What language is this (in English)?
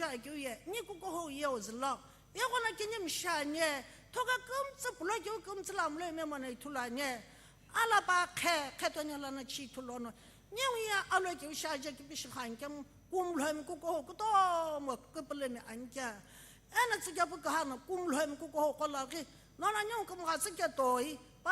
Sumi Naga